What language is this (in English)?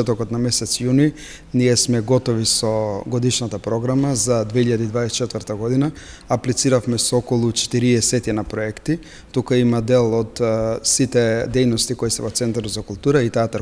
Macedonian